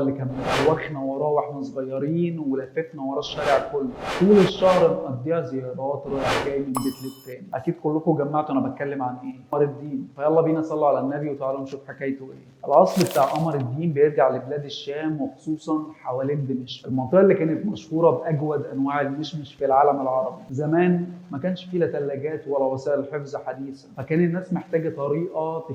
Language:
Egyptian Arabic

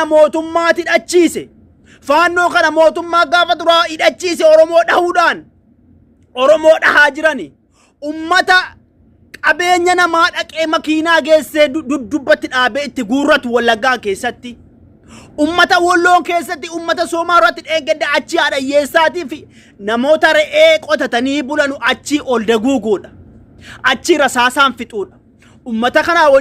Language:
Oromo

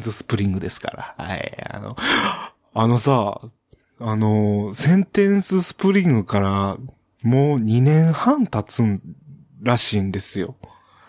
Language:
Japanese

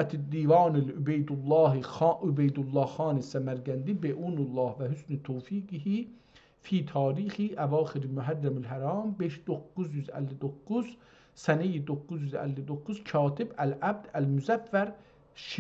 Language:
South Azerbaijani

